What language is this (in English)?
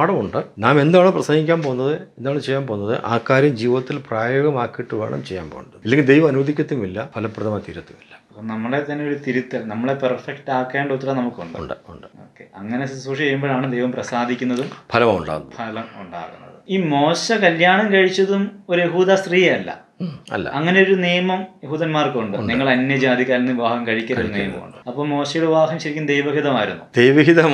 Malayalam